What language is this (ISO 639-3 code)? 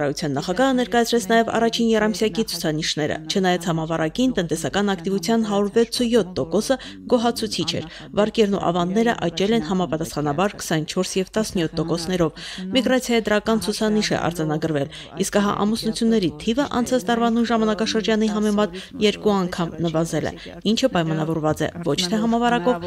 hye